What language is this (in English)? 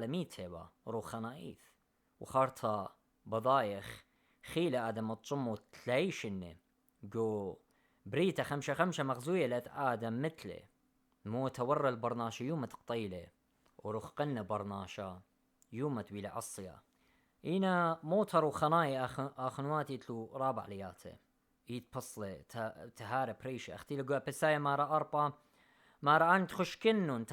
Assyrian Neo-Aramaic